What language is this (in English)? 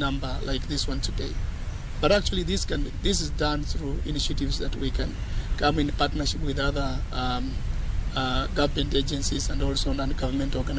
Luo (Kenya and Tanzania)